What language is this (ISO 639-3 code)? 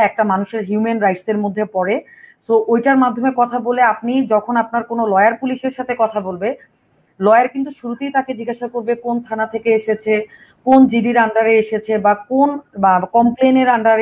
ben